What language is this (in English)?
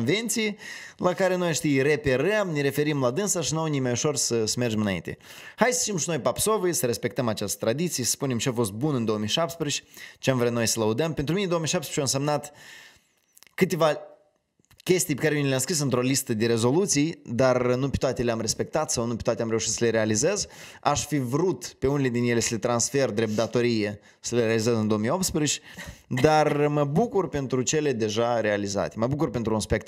Romanian